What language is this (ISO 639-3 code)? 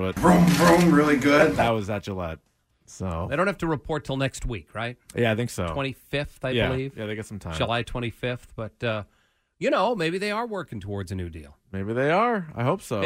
eng